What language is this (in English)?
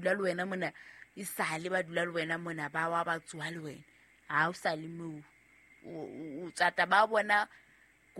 Southern Sotho